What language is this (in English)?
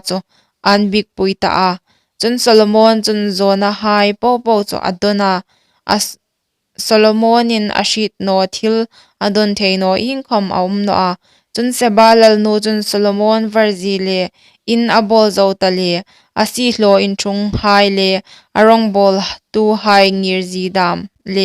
Hmar